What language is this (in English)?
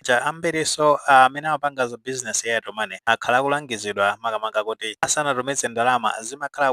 Nyanja